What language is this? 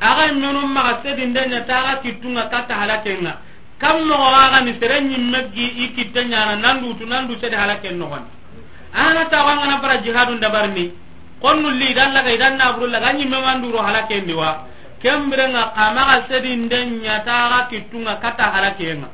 Soninke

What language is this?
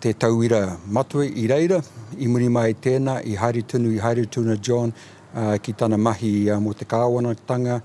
Māori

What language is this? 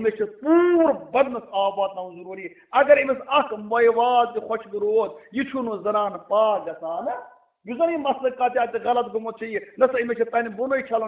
Kashmiri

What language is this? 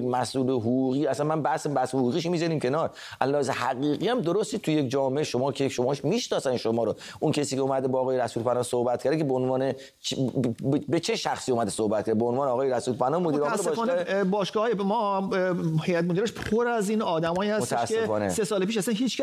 Persian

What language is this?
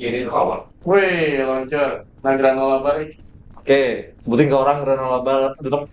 Banjar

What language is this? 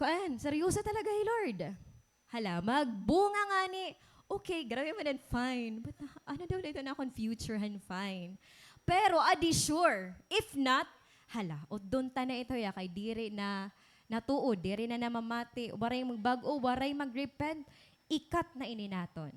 Waray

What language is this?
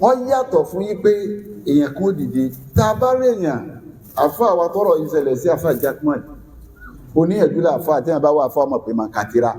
Yoruba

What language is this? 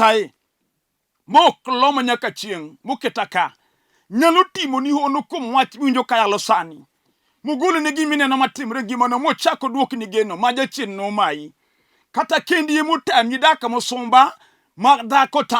Luo (Kenya and Tanzania)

